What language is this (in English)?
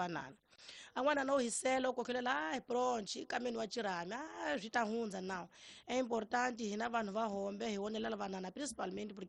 Tsonga